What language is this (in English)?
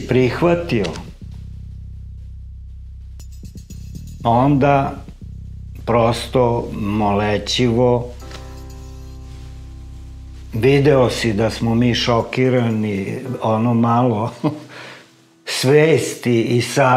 Serbian